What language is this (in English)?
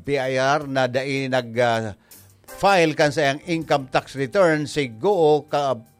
Bikol